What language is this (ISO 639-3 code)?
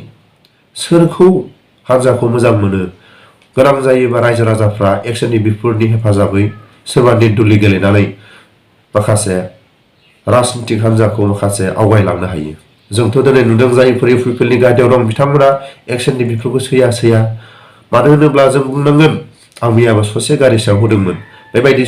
brx